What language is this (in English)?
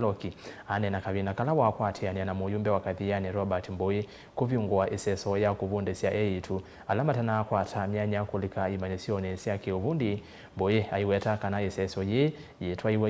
Kamba